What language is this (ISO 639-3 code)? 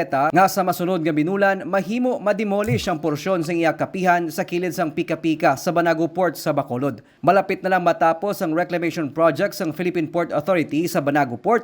hil